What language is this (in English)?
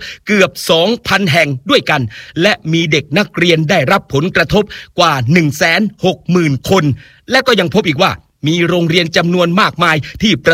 Thai